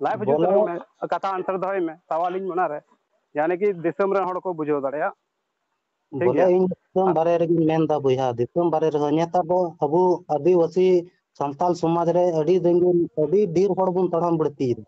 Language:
Santali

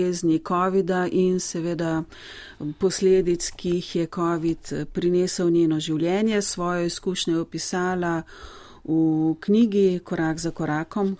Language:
Slovenian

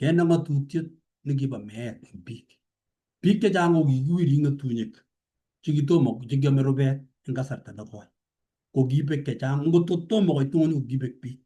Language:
Kalenjin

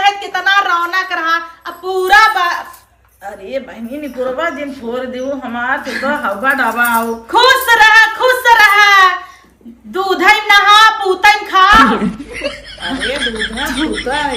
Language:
Awadhi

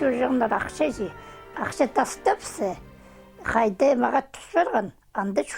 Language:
Khakas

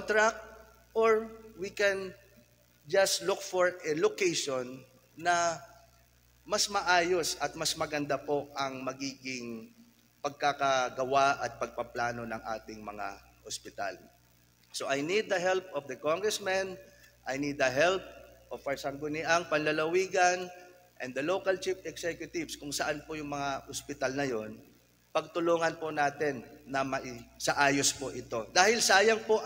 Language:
Filipino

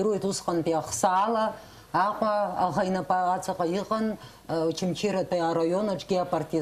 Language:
Abkhazian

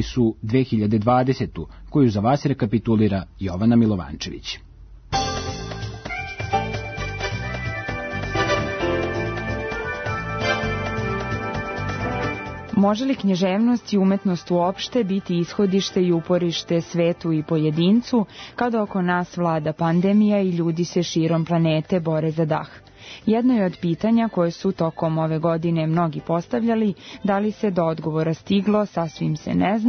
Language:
Serbian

